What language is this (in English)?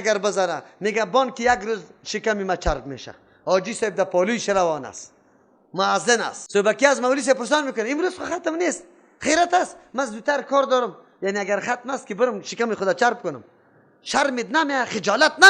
Persian